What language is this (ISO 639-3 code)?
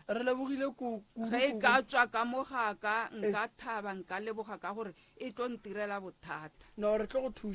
nso